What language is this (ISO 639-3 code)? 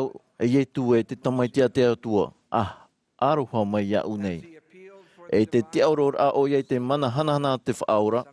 tah